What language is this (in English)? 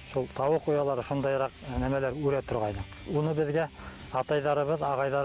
Bashkir